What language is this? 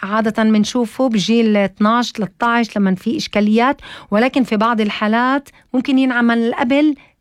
North Levantine Arabic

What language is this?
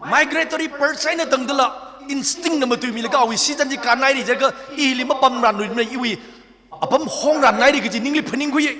Tangkhul Naga (India)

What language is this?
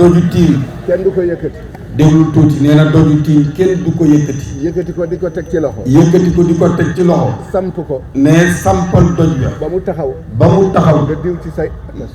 Wolof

